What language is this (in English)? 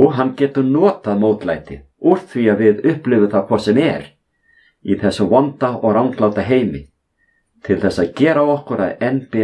Icelandic